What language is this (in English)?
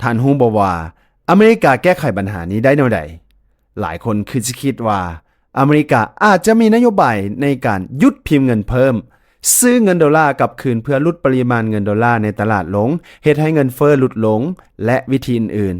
Lao